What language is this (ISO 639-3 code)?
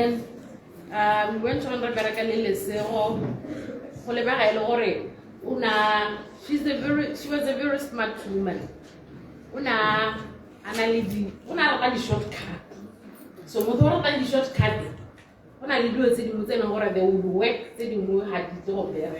tsn